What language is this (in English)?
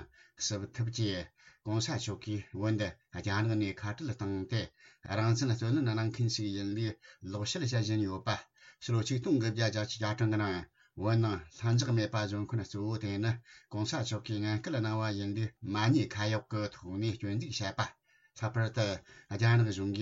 Tibetan